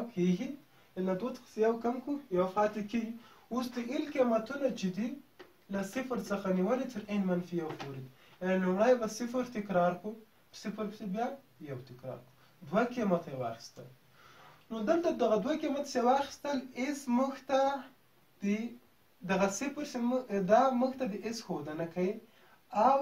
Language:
Pashto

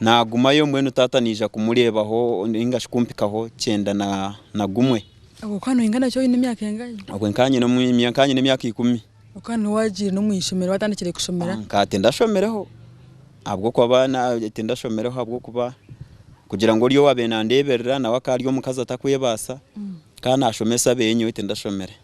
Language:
Nyankole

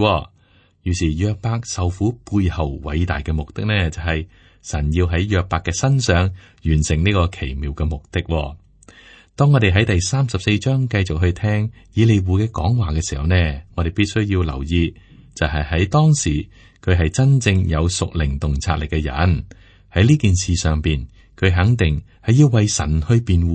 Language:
Cantonese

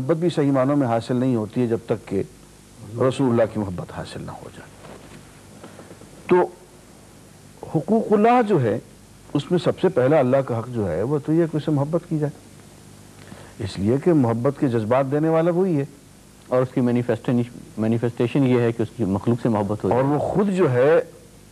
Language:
Urdu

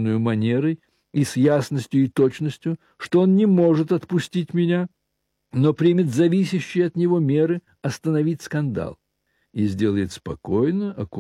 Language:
Russian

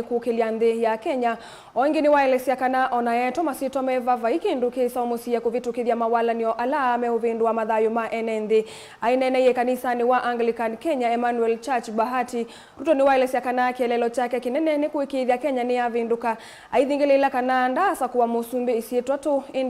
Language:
Kamba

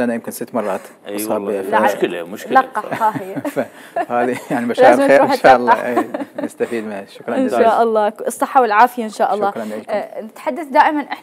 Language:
Mesopotamian Arabic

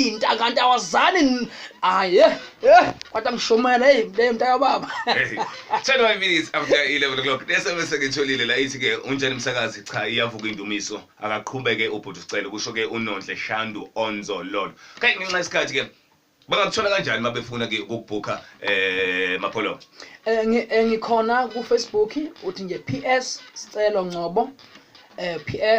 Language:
Zulu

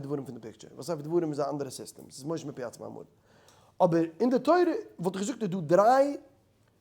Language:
Yiddish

